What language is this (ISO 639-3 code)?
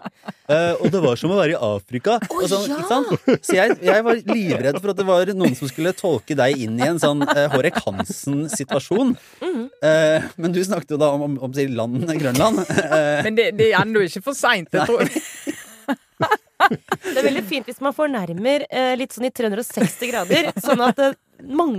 nor